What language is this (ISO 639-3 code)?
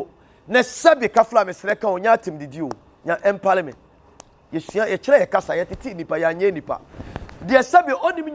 aka